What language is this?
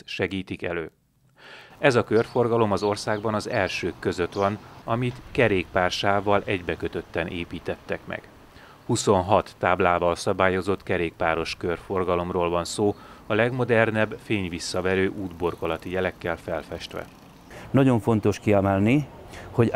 Hungarian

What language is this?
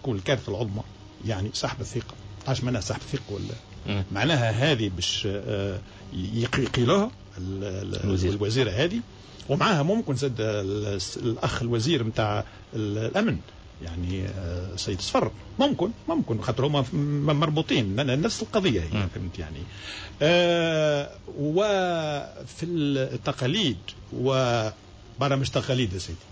Tunisian Arabic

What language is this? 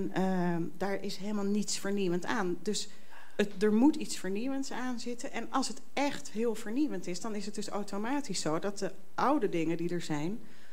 Dutch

